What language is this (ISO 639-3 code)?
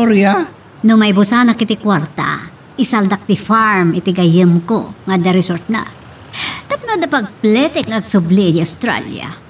ilo